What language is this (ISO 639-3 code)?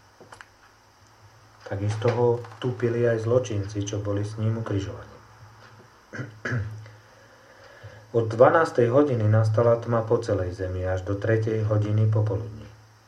slk